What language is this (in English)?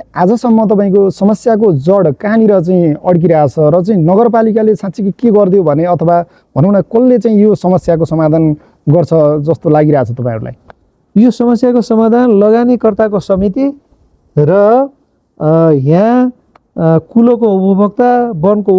Nepali